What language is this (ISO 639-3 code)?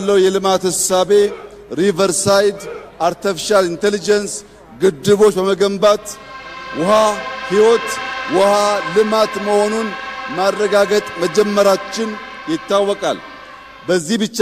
amh